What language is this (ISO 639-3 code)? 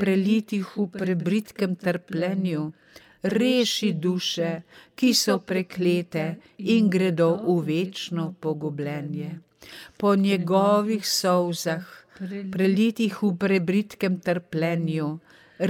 slv